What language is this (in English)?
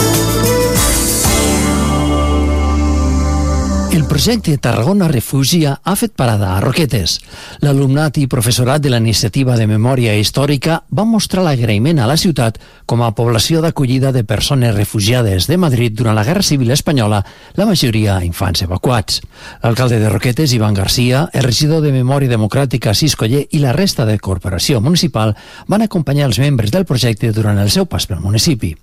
Catalan